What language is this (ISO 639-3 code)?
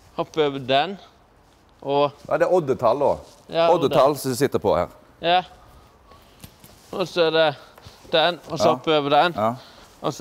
nor